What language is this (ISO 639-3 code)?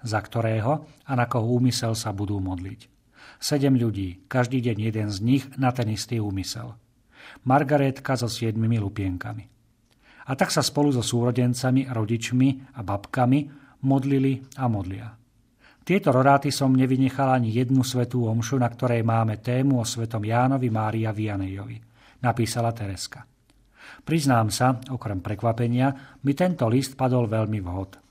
slk